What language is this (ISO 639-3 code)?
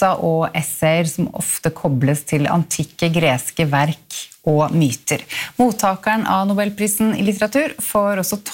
nor